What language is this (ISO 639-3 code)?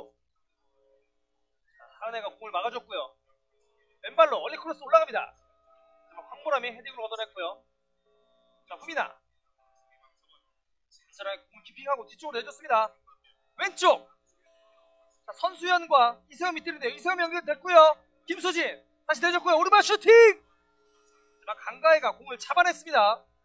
kor